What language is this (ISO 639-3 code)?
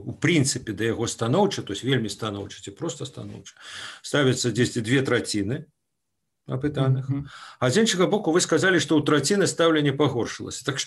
bel